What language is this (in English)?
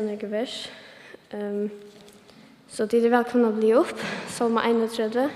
Faroese